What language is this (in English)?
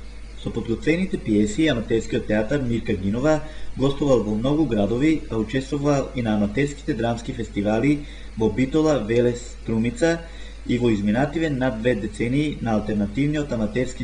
Macedonian